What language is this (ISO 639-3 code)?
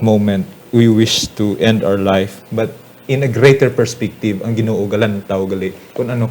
hil